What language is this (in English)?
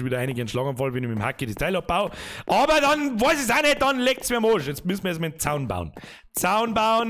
Bavarian